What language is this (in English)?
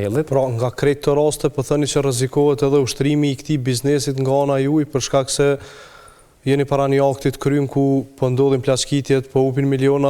Albanian